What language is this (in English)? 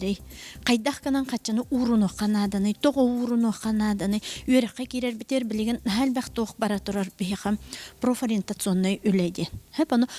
Yakut